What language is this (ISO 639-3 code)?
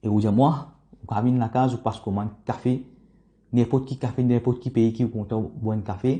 mfe